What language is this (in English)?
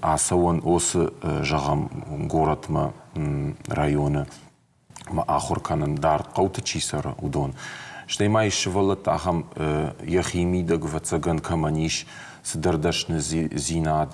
Ossetic